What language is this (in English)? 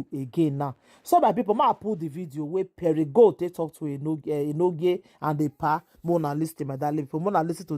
Nigerian Pidgin